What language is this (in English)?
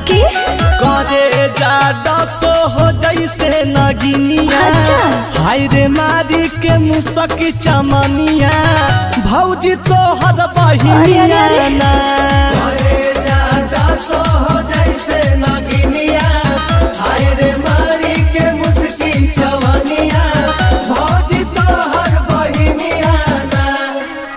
Magahi